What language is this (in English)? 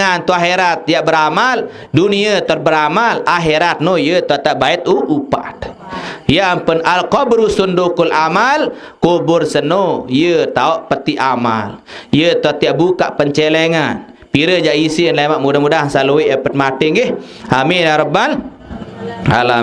Sasak